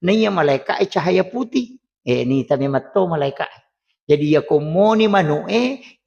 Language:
Buginese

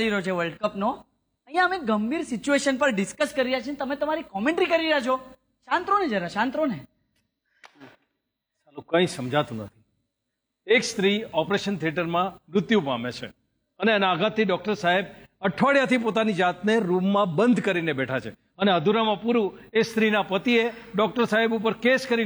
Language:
Gujarati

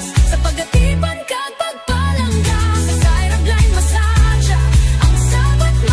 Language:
Hiligaynon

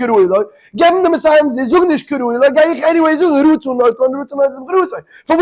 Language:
Yiddish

